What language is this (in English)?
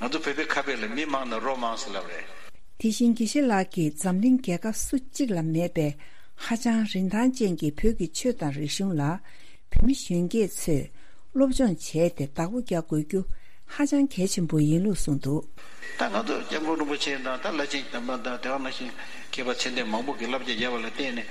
Tibetan